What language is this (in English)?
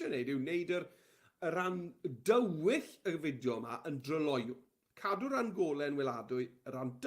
Welsh